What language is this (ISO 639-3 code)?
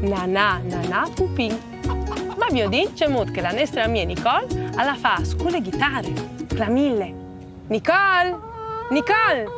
fur